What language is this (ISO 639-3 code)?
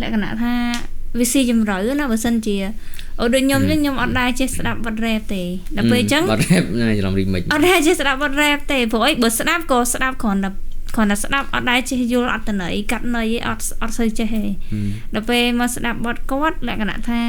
khm